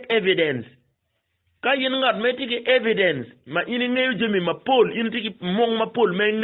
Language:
Acoli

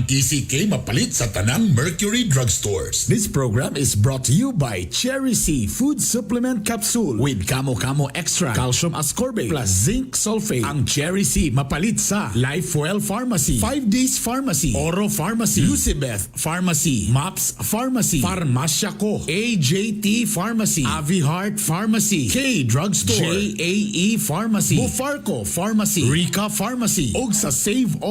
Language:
Cebuano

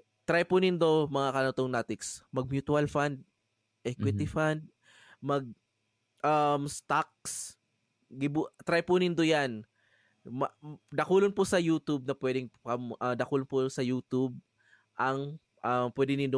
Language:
Bikol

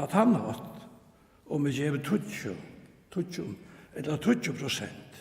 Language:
Faroese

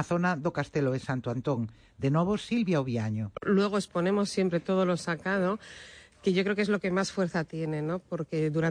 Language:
Galician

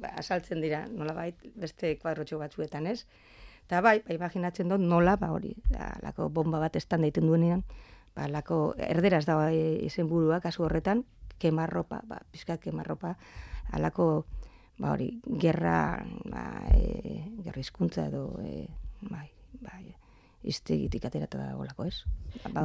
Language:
Basque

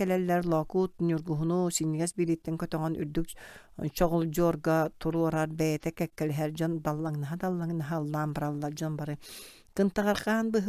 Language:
Yakut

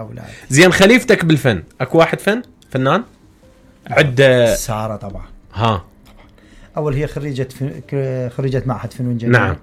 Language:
Mesopotamian Arabic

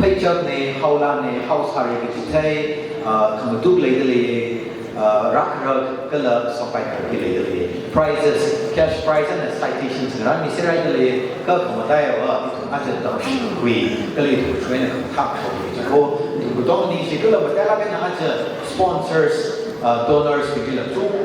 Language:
Tangkhul Naga (India)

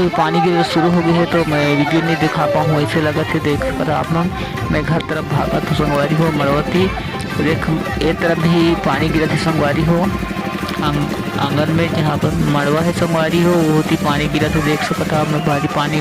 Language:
Chhattisgarhi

